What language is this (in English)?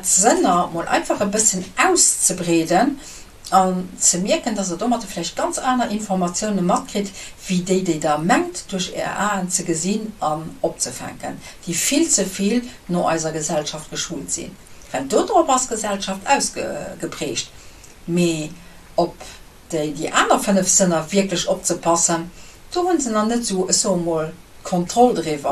Luxembourgish